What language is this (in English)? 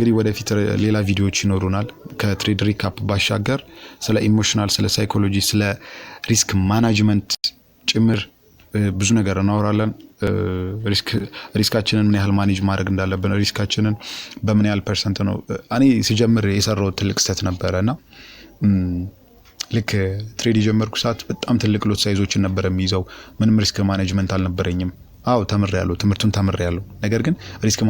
Amharic